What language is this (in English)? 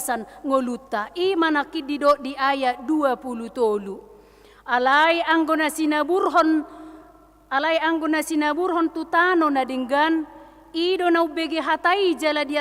Batak Toba